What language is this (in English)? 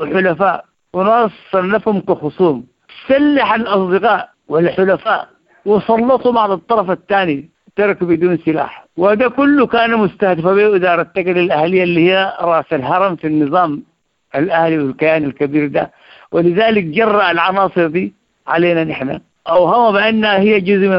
Sudanese Arabic